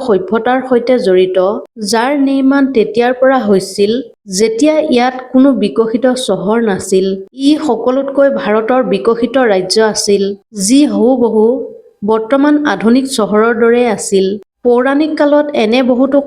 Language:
Assamese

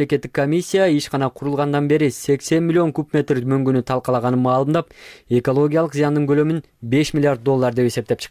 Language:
Kyrgyz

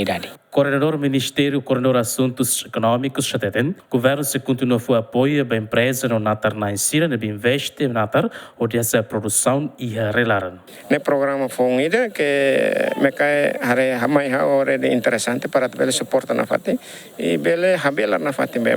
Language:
Tetum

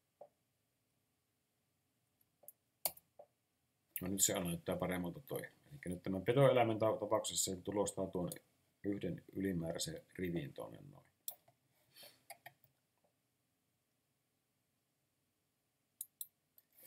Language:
Finnish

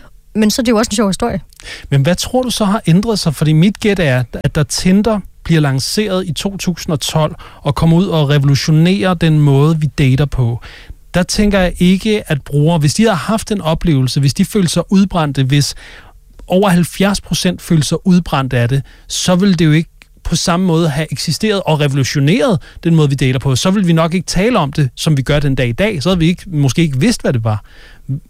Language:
Danish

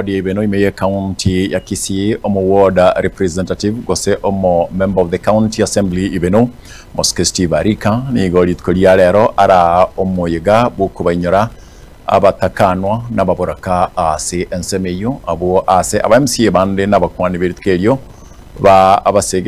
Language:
Gusii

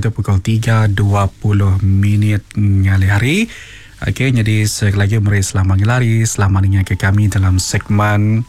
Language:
Iban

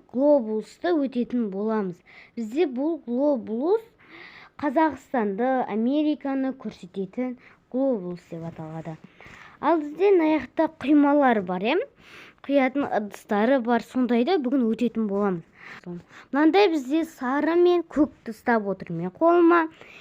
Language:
Kazakh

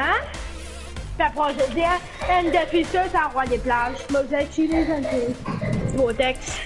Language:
Morisyen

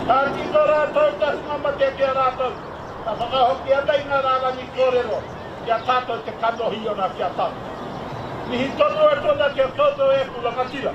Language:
Māori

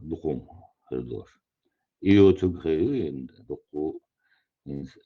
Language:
Chechen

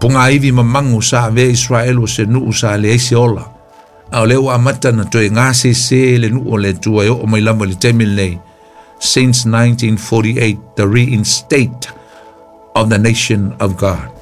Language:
Samoan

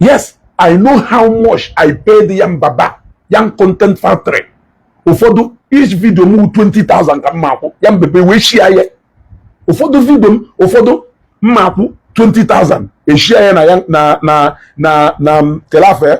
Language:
Igbo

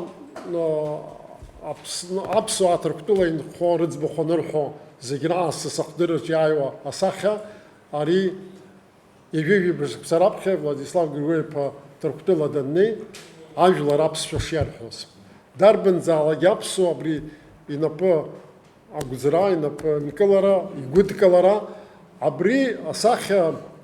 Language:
Abkhazian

